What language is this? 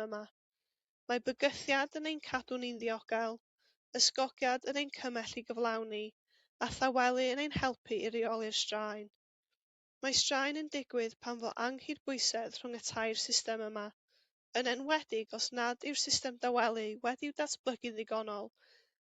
Welsh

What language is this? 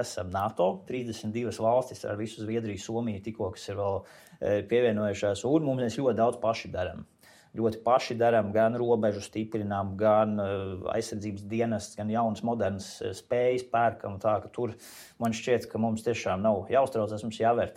Latvian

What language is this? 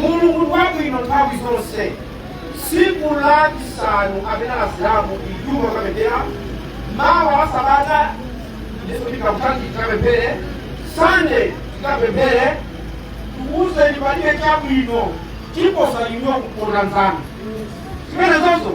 Nyanja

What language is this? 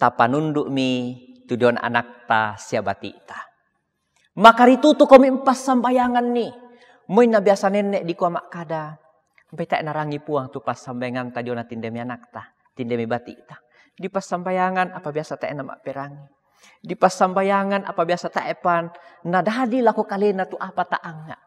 Toraja-Sa'dan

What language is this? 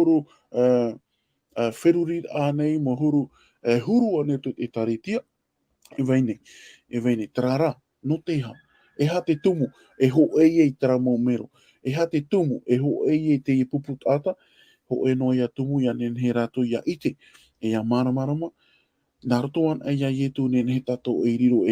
Tahitian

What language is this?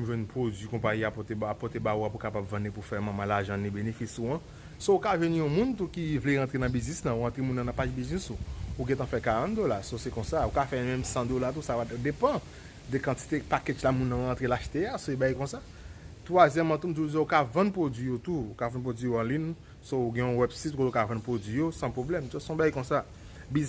Haitian Creole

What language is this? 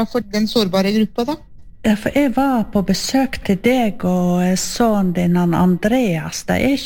Norwegian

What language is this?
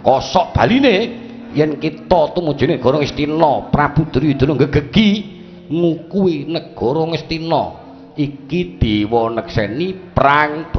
Javanese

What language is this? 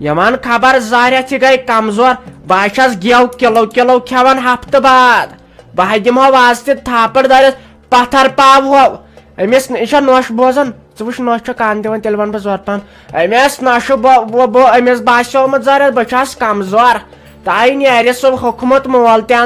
Kashmiri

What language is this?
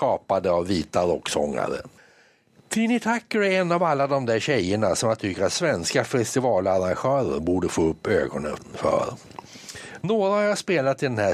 Swedish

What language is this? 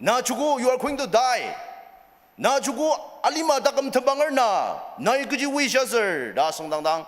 Ao Naga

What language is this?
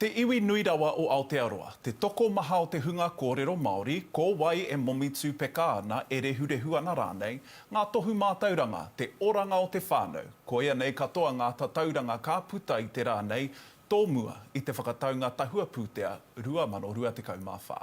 Māori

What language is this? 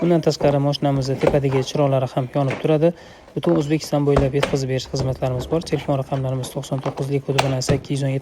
Uzbek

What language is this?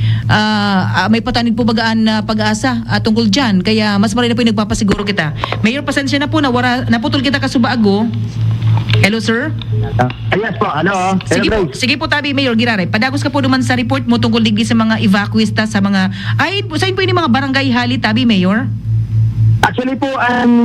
Bikol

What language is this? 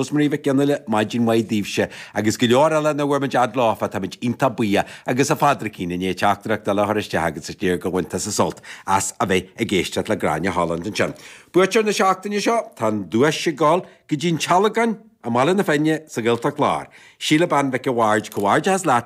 Irish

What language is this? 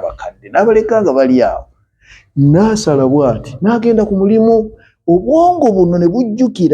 Ganda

